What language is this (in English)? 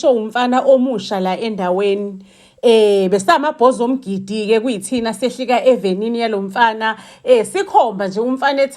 Zulu